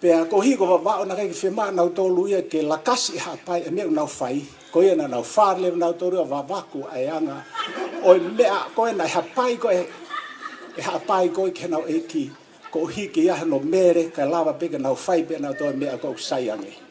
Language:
Tongan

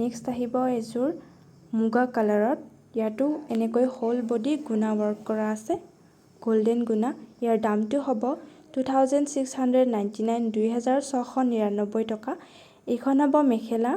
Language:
Assamese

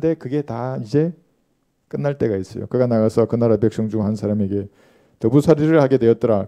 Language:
Korean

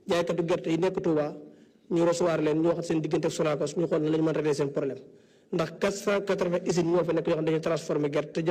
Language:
Wolof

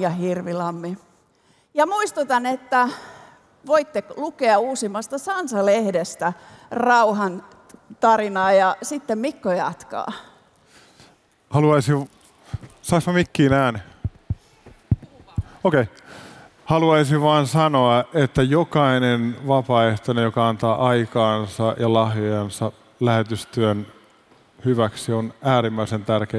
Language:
Finnish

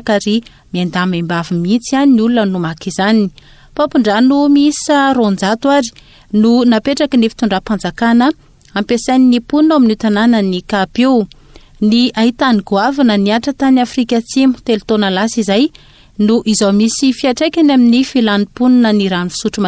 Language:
Malagasy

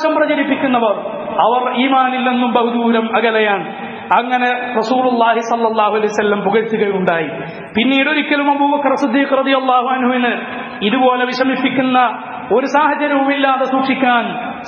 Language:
Malayalam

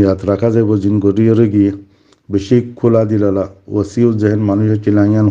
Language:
Rohingya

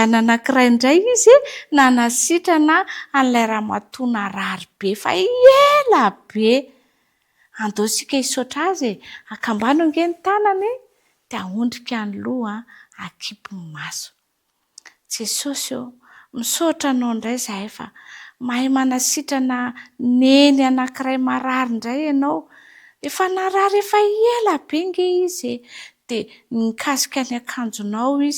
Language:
Malagasy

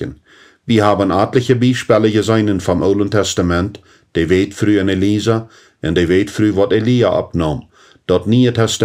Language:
Plautdietsch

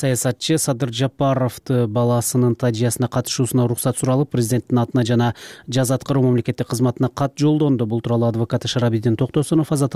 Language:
Kyrgyz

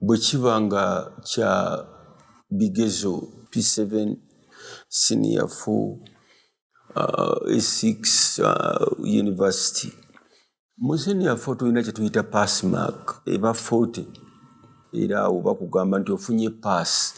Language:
Ganda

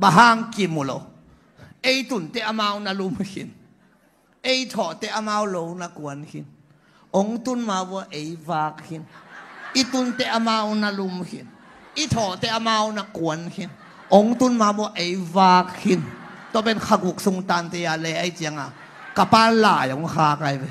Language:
Tedim Chin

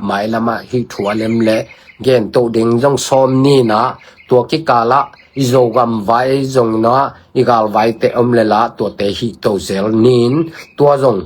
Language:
Tedim Chin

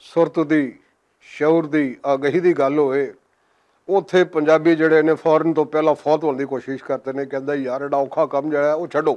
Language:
Western Panjabi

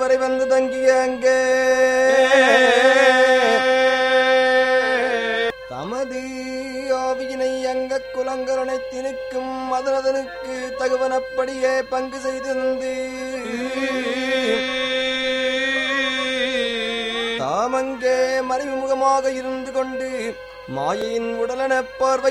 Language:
Tamil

